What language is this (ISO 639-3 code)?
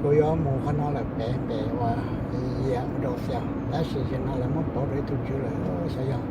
hmn